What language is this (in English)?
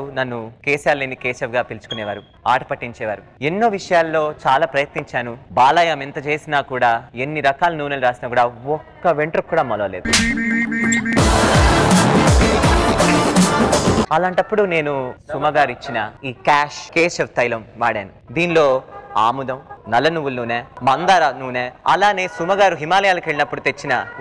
Telugu